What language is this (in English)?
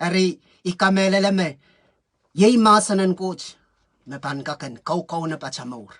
Pohnpeian